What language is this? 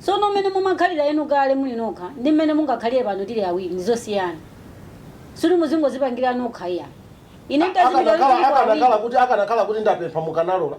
Nyanja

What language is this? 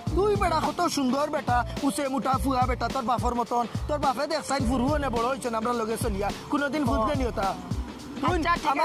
Sylheti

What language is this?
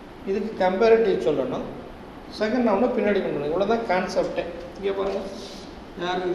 Tamil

